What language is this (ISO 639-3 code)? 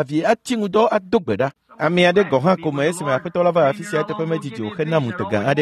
ewe